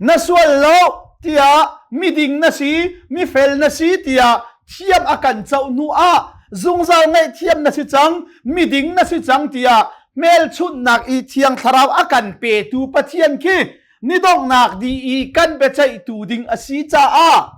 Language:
Hakha Chin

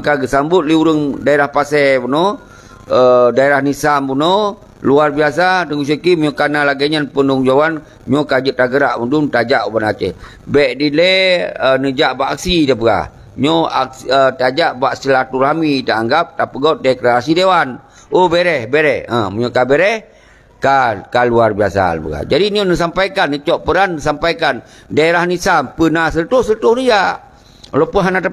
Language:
Achinese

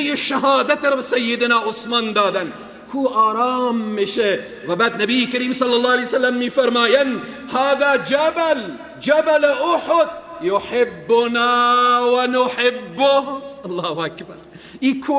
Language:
Persian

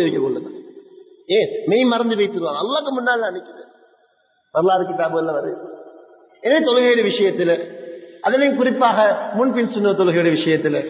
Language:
Tamil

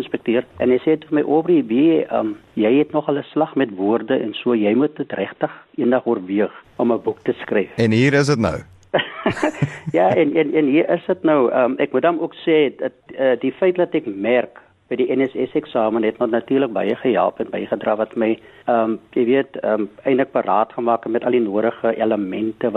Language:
Afrikaans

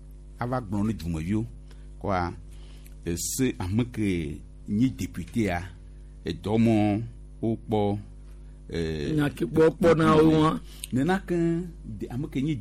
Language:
Gen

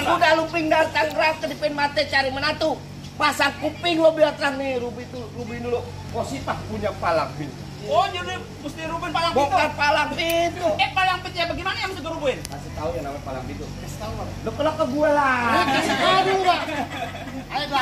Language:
Betawi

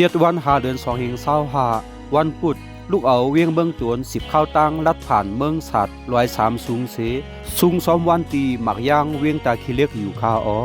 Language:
Shan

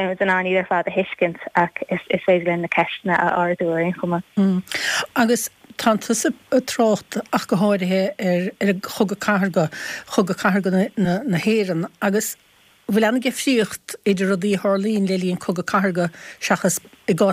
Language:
Irish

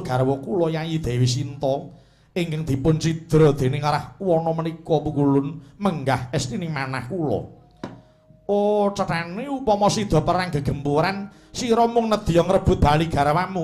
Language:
Javanese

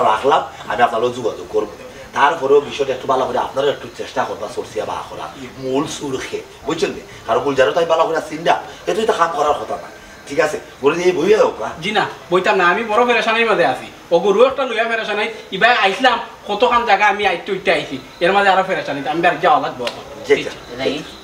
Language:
Sylheti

